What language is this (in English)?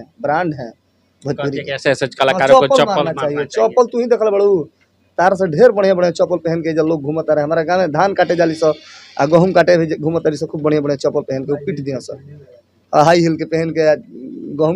Bhojpuri